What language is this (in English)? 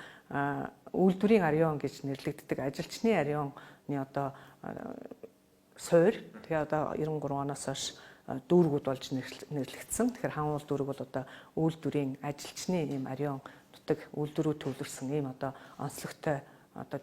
Mongolian